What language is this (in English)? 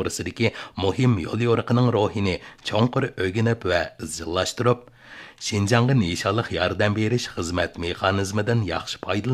Uyghur